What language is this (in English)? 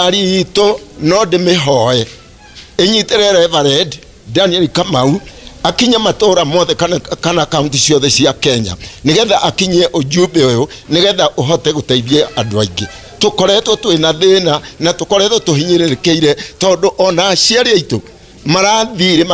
Kikuyu